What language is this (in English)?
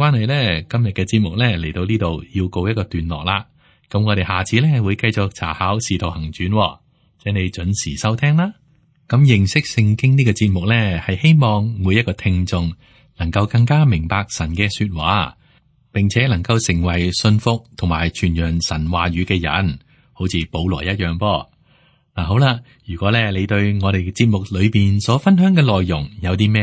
Cantonese